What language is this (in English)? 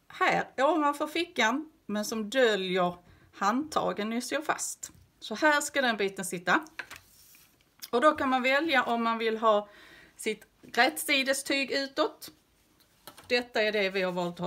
Swedish